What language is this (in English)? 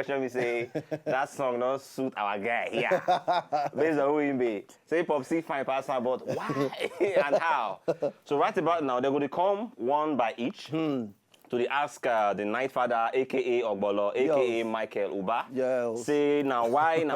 Nigerian Pidgin